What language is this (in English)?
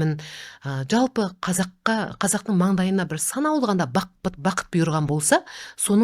Kazakh